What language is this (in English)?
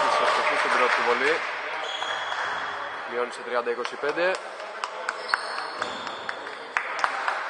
Greek